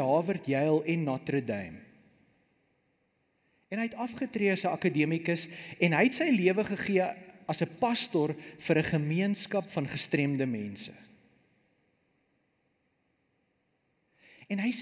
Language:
Afrikaans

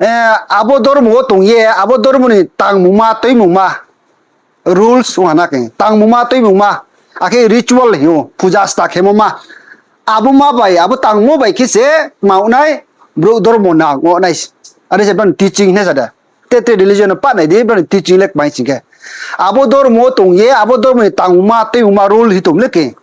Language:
Riang (India)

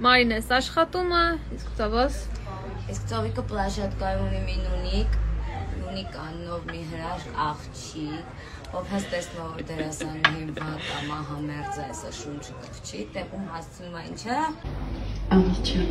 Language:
Armenian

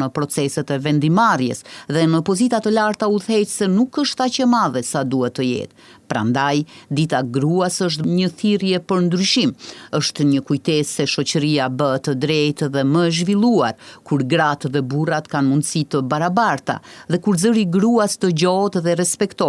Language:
Albanian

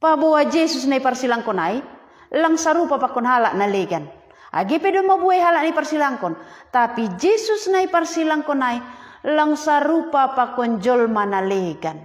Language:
Batak Simalungun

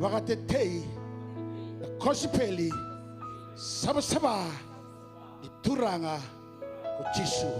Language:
Fijian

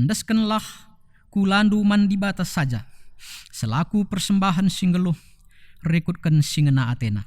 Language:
Batak Karo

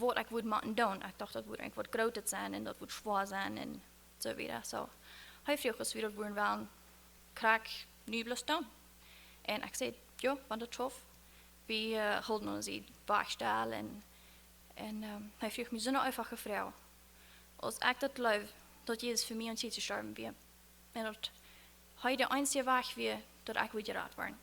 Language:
Plautdietsch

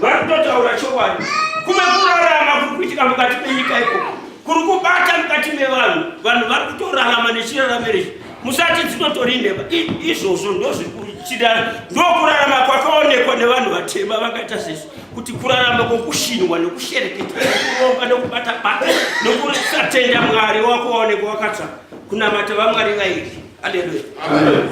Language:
Shona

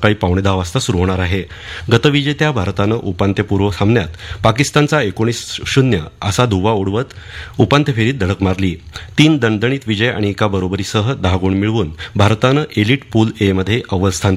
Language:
Marathi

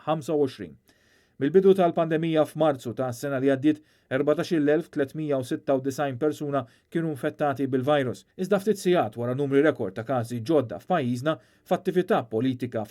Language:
Maltese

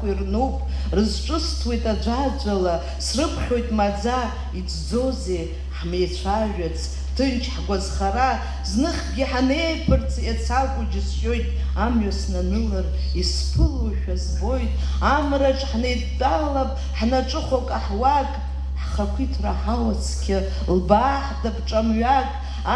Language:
Abkhazian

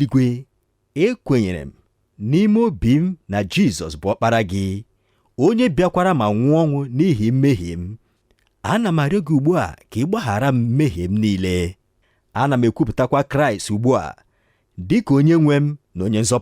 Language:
Igbo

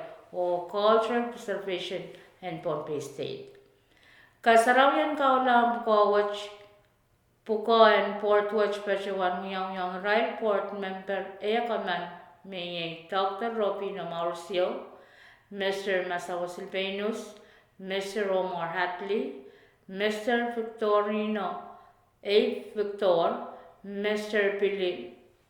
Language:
Pohnpeian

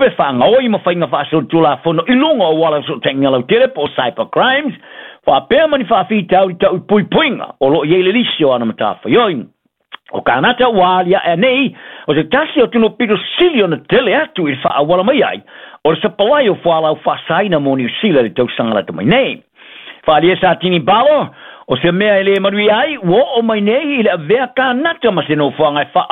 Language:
Samoan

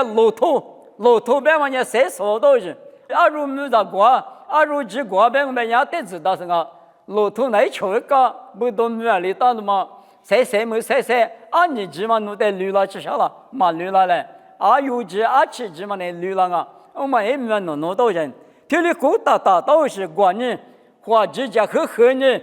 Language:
Lisu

